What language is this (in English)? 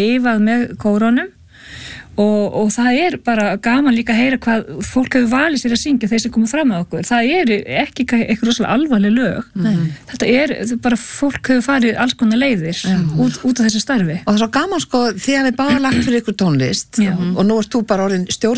Icelandic